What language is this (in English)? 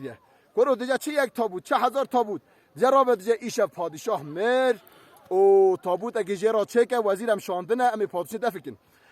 Kurdish